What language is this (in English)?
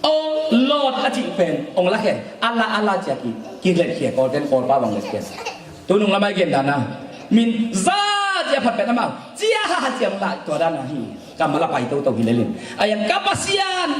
Tedim Chin